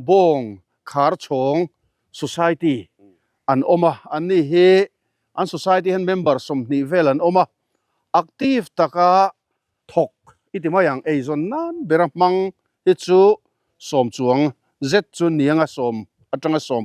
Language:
Mizo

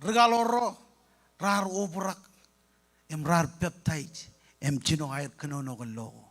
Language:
Marshallese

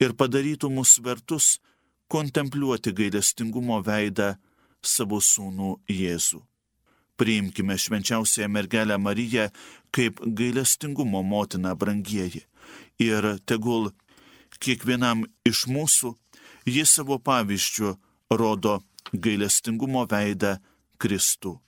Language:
Lithuanian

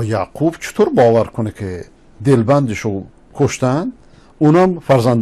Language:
Persian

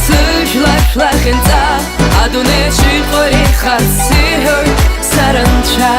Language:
Abkhazian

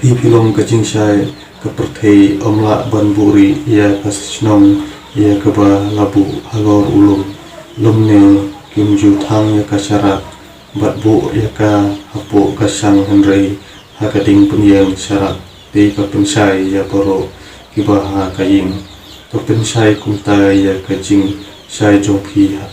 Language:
Khasi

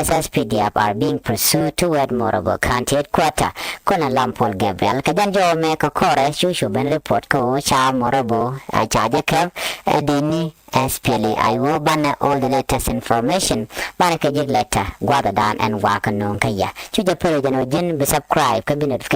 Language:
Nuer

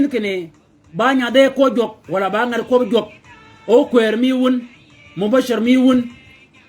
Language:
Shilluk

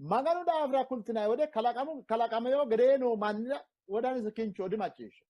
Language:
Sidamo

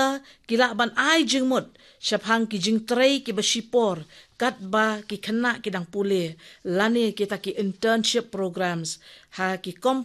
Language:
Khasi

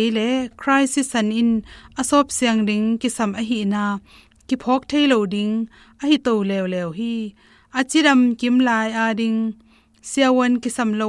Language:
Tedim Chin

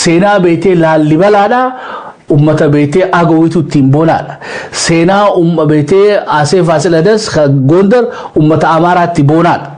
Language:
Oromo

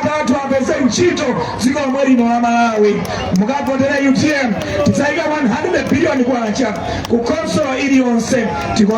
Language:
Nyanja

